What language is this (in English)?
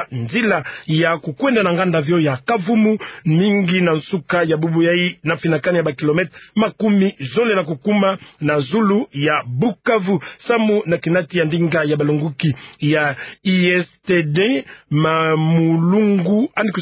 Kituba (Democratic Republic of Congo)